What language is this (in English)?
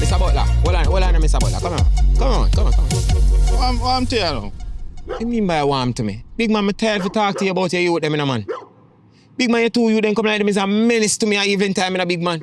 Jamaican Creole English